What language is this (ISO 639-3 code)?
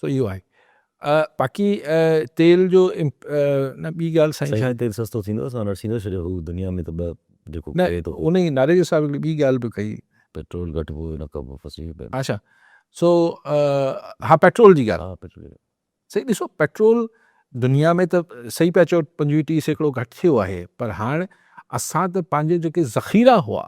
snd